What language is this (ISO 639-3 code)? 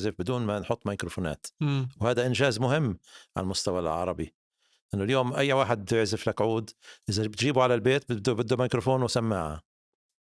apc